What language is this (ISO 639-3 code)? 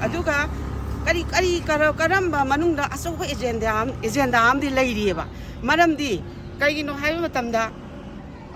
mni